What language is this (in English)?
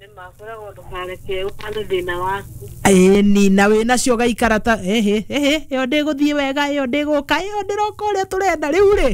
Kikuyu